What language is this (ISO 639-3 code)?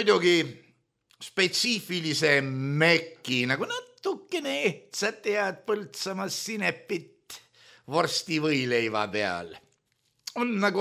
est